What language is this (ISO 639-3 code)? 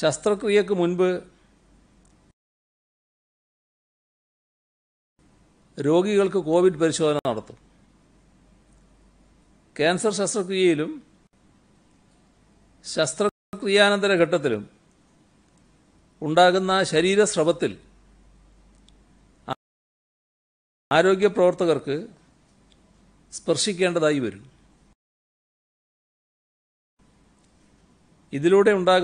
mal